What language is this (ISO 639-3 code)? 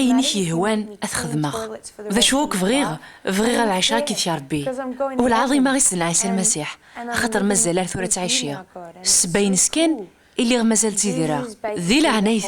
kab